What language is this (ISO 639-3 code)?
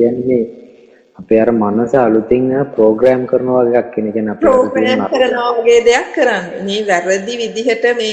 sin